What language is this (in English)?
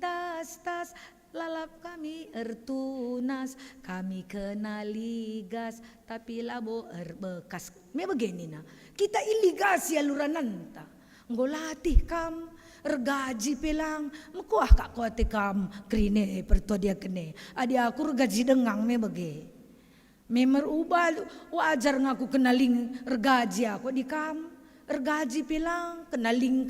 Batak Karo